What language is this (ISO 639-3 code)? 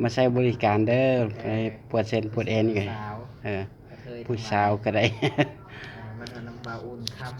lao